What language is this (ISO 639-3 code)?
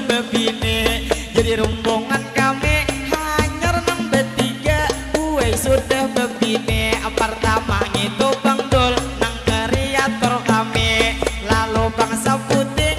bjn